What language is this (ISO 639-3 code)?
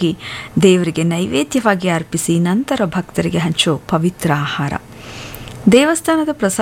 kan